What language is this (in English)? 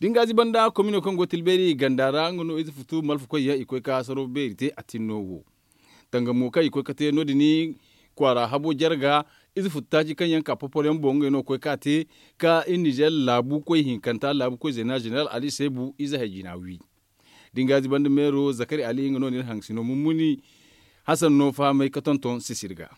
Zarma